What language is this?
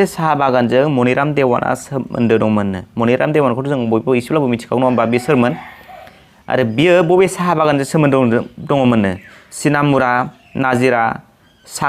Bodo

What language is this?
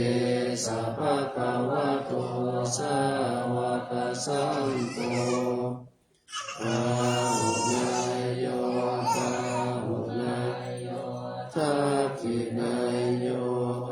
Pali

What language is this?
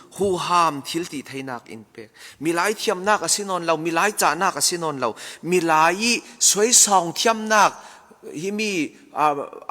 Falam Chin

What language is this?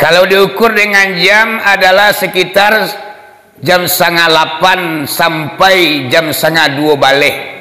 Minangkabau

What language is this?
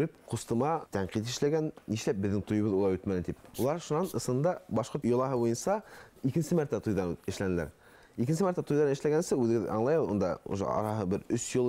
Bashkir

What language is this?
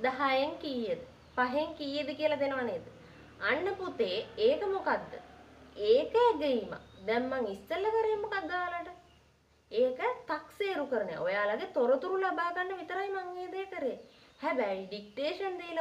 Sinhala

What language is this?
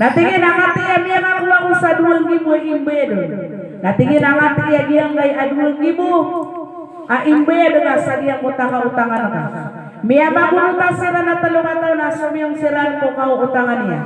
Maranao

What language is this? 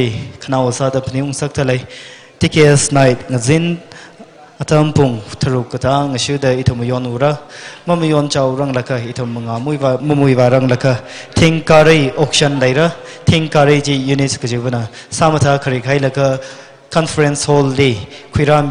Tangkhul Naga (India)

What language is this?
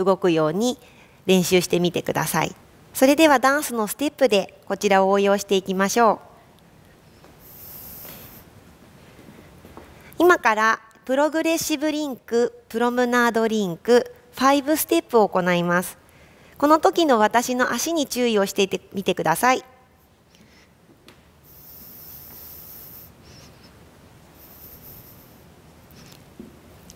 Japanese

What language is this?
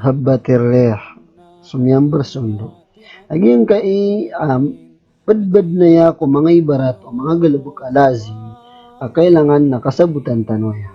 Maranao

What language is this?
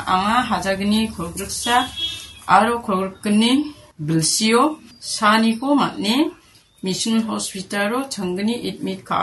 Garo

